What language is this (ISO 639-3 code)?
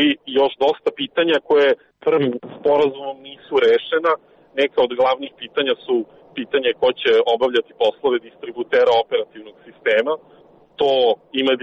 srp